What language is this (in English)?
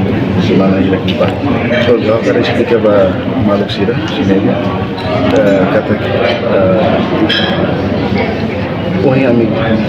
Tetum